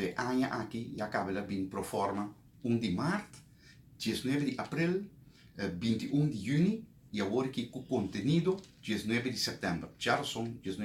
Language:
Papiamento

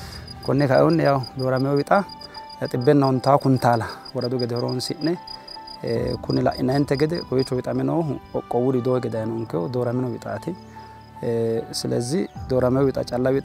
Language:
Sidamo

